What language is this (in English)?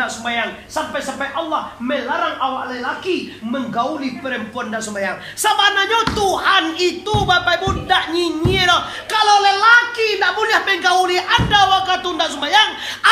Minangkabau